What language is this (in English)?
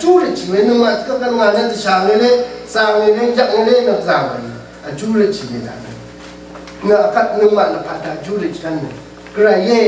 Rawang